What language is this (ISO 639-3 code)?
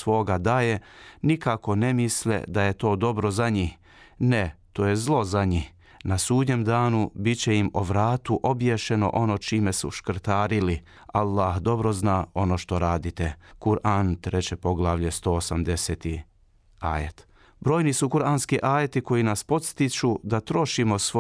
bos